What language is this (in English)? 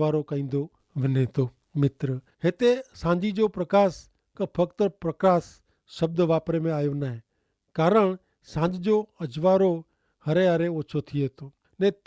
Kachhi